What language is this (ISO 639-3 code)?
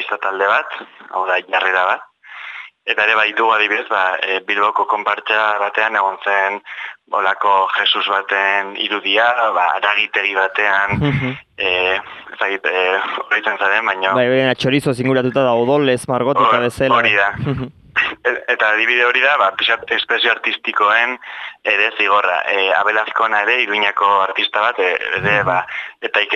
eus